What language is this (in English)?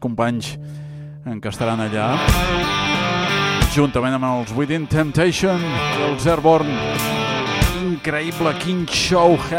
Catalan